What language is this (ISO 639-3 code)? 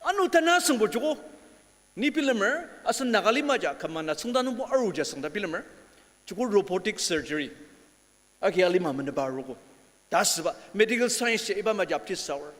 njo